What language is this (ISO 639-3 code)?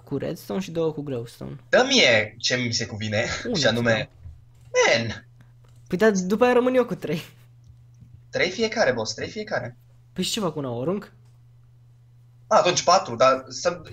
ron